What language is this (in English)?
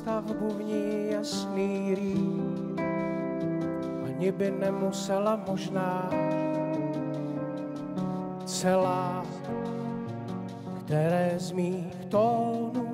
Czech